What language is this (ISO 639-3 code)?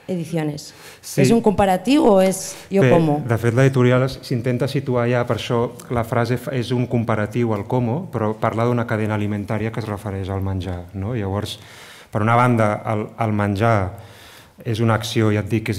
cat